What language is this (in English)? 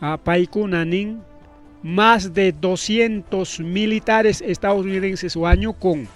Ayacucho Quechua